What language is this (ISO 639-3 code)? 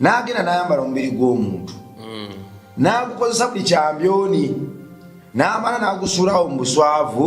lug